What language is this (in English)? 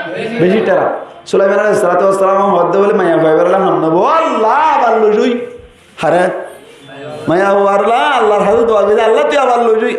Rohingya